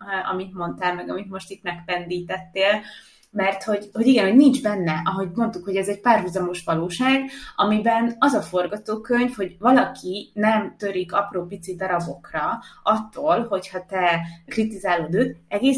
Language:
Hungarian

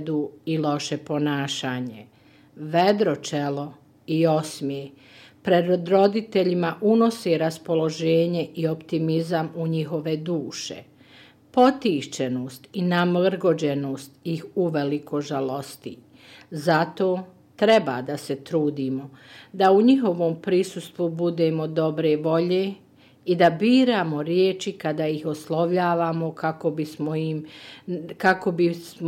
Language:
Bosnian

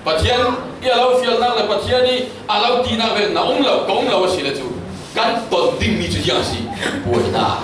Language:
Falam Chin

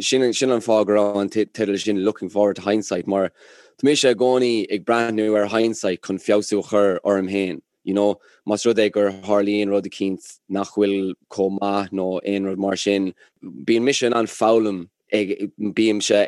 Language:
Irish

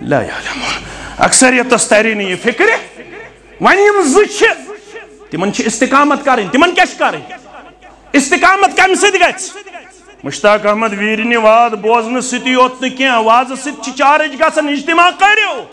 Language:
Kashmiri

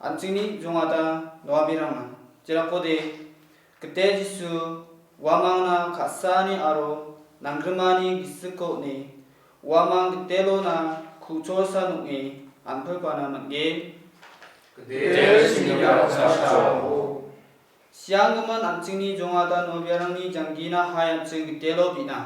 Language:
Garo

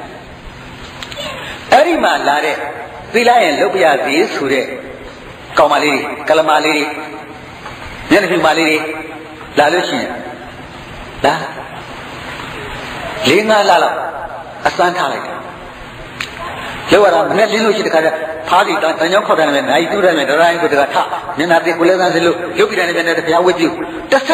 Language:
Burmese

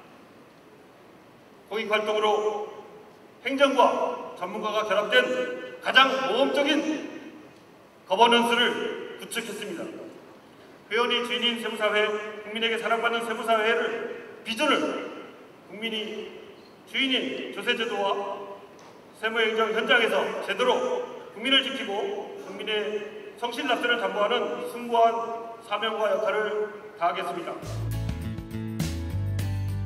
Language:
Korean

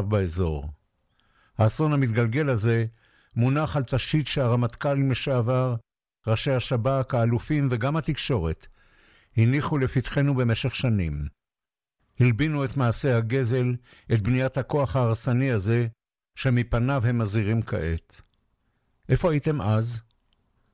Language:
Hebrew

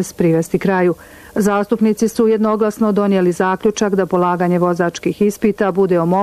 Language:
Bosnian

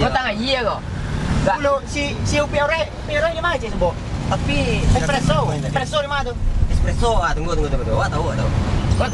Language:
Minangkabau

